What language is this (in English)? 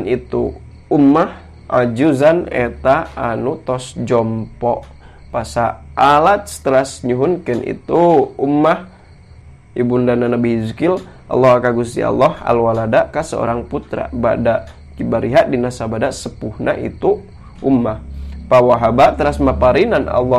Sundanese